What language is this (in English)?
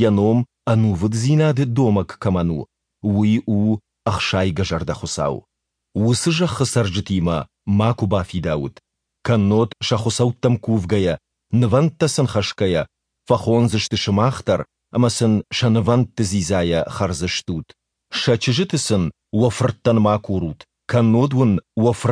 Ossetic